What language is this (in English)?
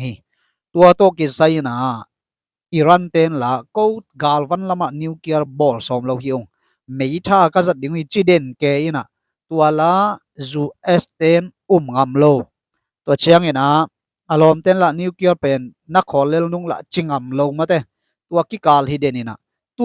Tedim Chin